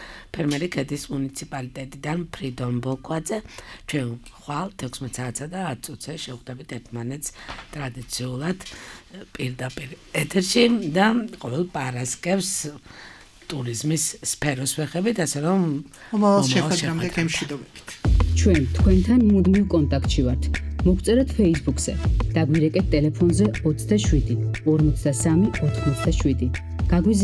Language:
Georgian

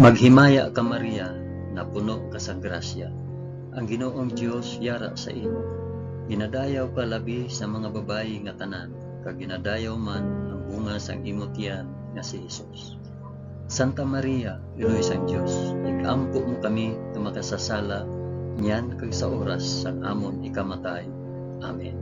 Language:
Hiligaynon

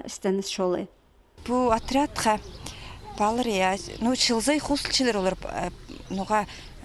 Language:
Khakas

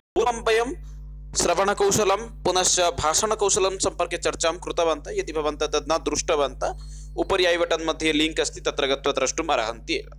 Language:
Sanskrit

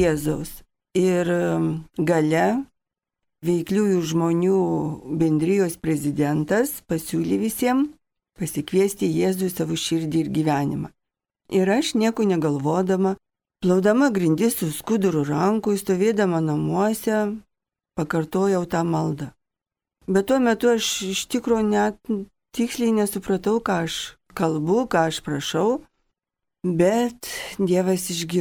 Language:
Lithuanian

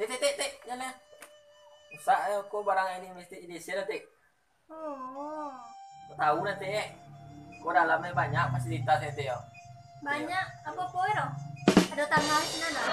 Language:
Minangkabau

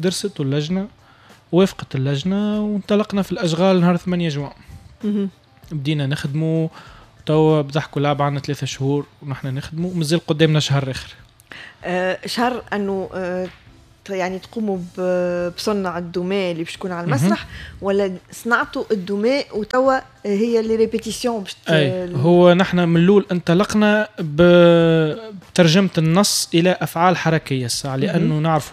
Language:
Tunisian Arabic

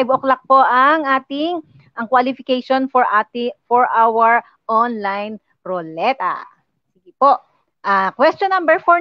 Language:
Filipino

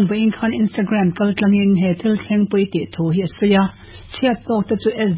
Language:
Mizo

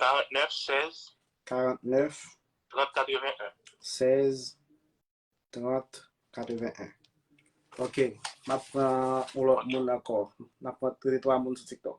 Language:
Haitian Creole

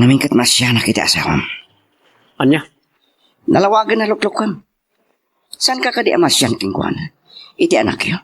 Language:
Iloko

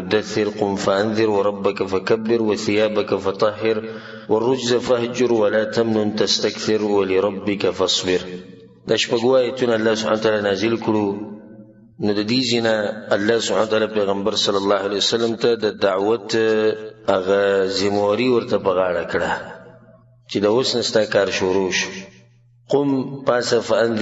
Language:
Pashto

